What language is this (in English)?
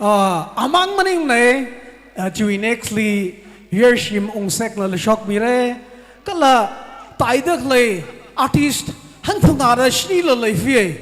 Tangkhul Naga (India)